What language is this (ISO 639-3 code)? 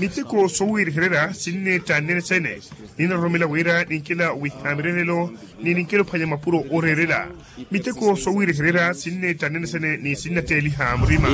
vmw